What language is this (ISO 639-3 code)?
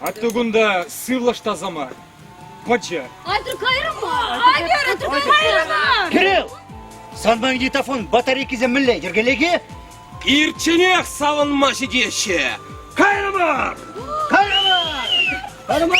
chv